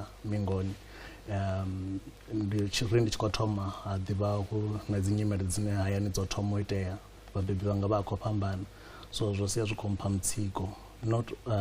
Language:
Venda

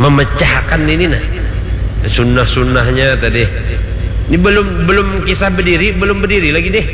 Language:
Banjar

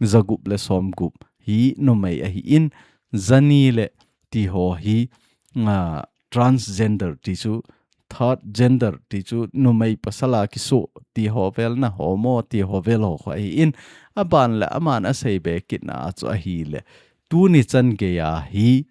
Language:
Thado Chin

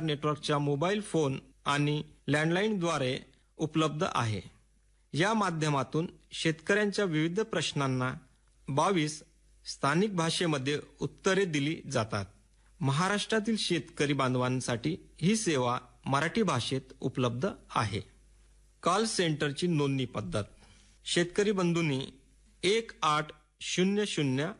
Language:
Marathi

